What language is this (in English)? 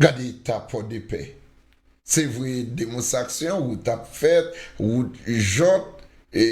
Haitian Creole